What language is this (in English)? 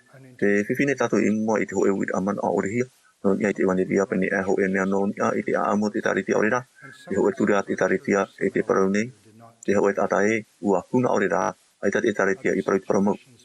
Tahitian